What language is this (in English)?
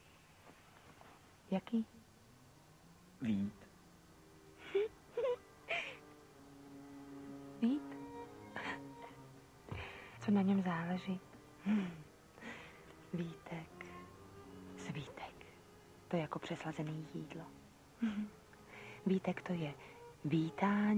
Czech